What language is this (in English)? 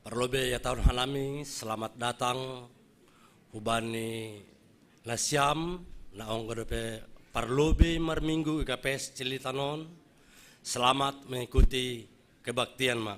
Batak Simalungun